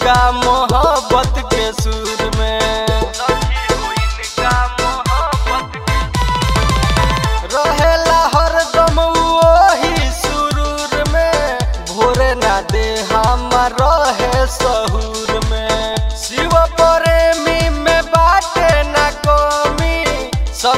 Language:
Bhojpuri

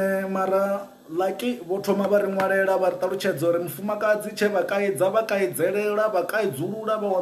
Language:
Venda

